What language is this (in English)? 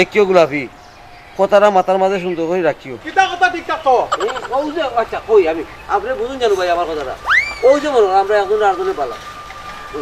Sylheti